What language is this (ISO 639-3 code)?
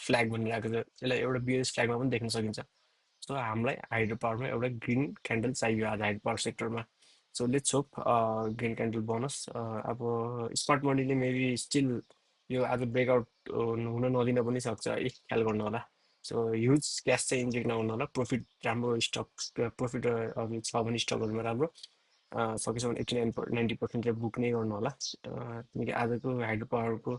nep